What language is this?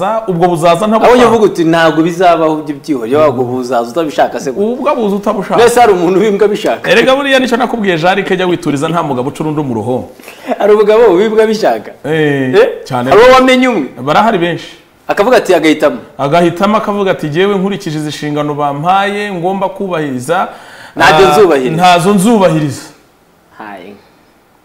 Kinyarwanda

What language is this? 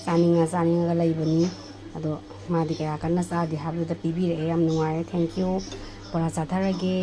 Manipuri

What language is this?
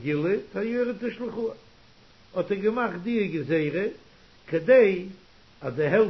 Yiddish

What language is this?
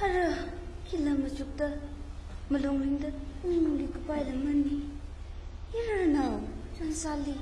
Tangkhul Naga (India)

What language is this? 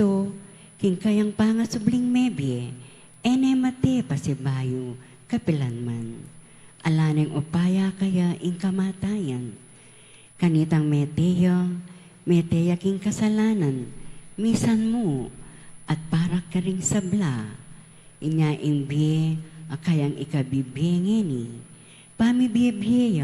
Pampanga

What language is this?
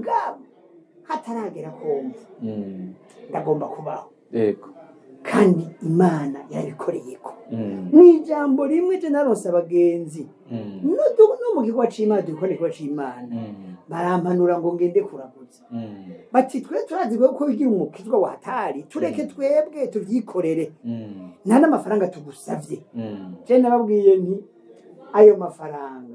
Rundi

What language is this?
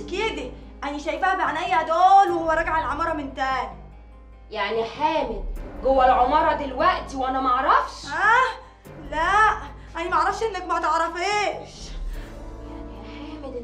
Egyptian Arabic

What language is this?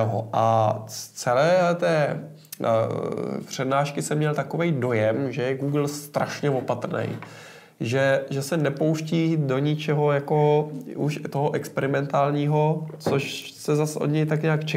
Czech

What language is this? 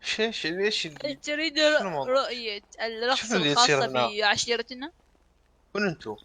Mesopotamian Arabic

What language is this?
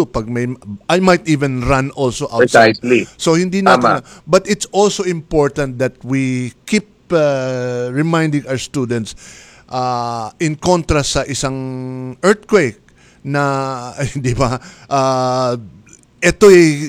Filipino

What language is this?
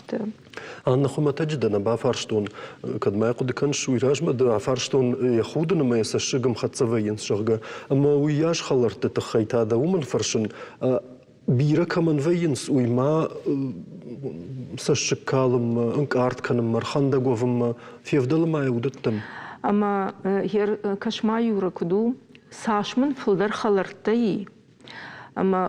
Ossetic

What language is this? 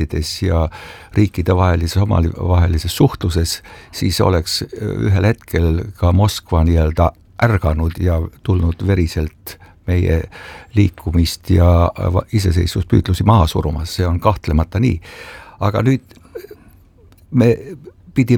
Estonian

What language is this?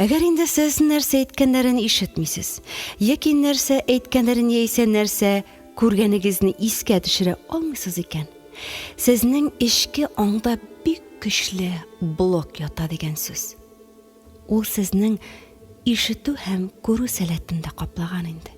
Tatar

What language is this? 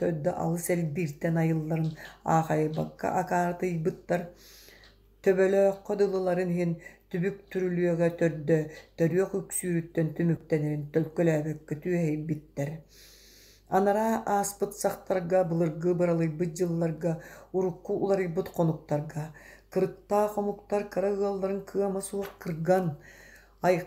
Yakut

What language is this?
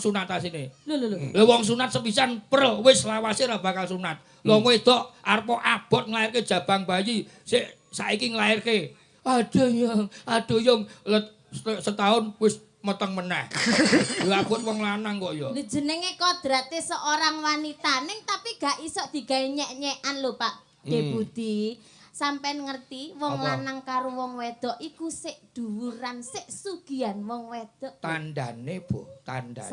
Javanese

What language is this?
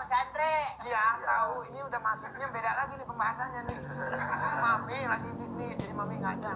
Betawi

